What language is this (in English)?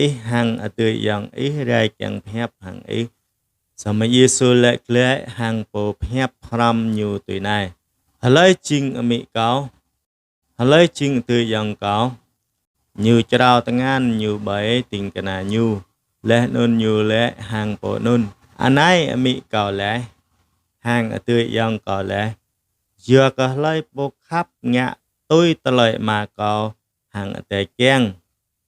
Jarai